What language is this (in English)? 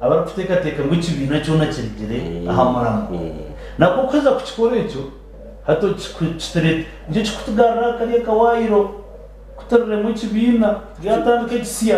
Nyankole